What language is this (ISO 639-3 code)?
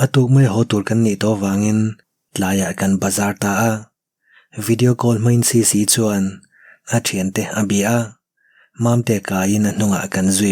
lus